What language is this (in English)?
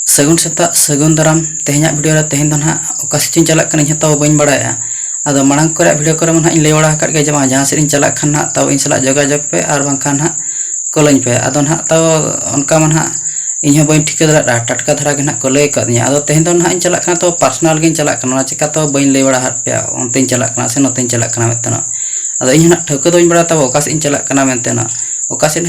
Santali